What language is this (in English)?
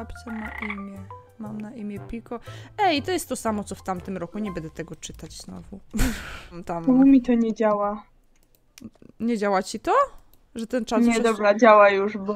Polish